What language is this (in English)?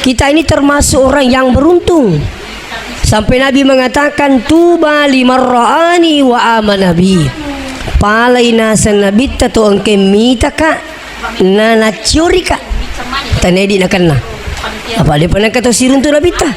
Buginese